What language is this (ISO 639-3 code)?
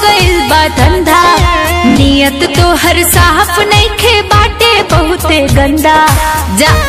bho